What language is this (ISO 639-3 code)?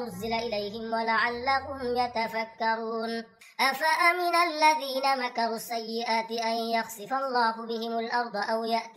ara